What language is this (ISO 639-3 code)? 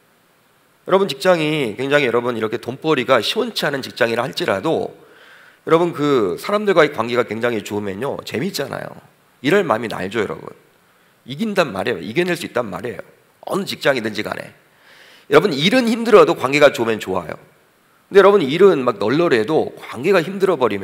kor